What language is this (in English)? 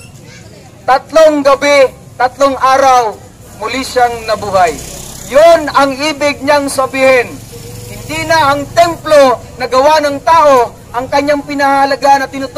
Filipino